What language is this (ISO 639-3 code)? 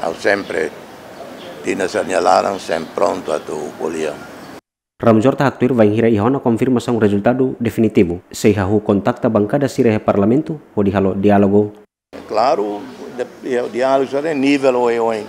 tet